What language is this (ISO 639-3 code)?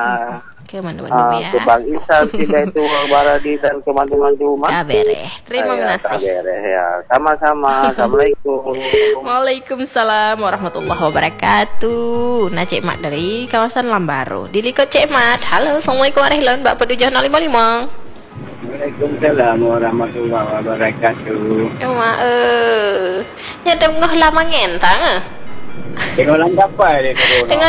msa